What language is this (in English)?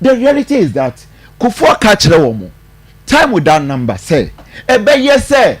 Akan